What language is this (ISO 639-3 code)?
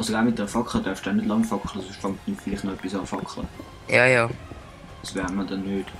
gsw